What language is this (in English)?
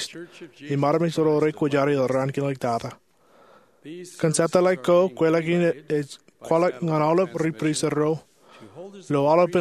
Marshallese